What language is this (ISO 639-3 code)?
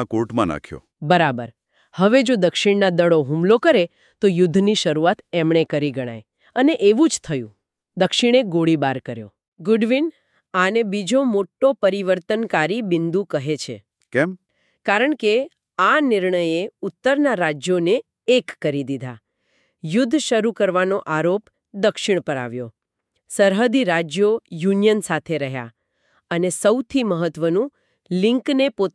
guj